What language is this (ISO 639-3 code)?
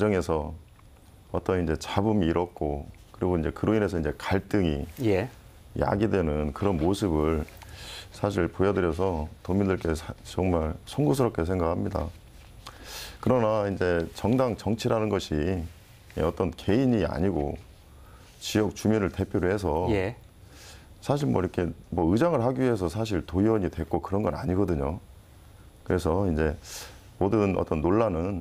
kor